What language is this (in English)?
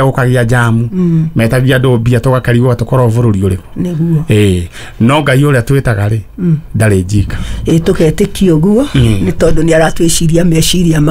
Kikuyu